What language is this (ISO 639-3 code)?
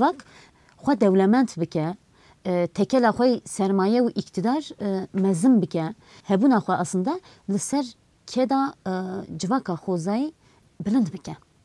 kur